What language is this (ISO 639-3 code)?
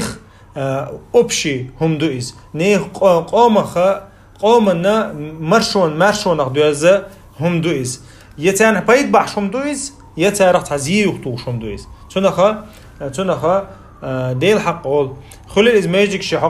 che